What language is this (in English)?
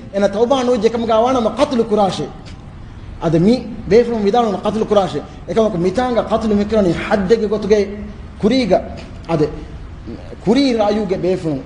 Divehi